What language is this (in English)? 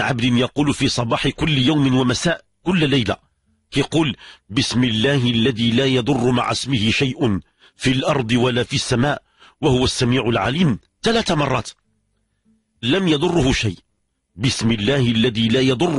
Moroccan Arabic